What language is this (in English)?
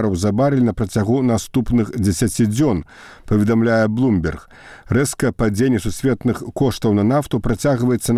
Belarusian